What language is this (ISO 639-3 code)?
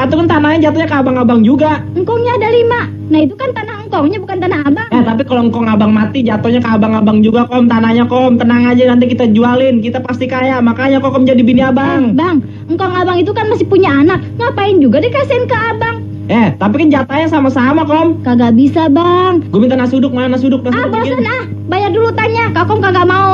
bew